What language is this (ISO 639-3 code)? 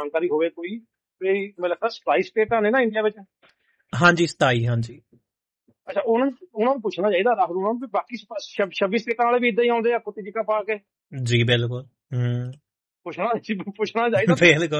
pan